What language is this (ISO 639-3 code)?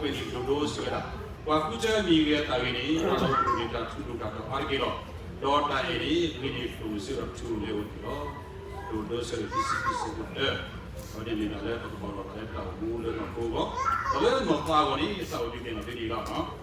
ksw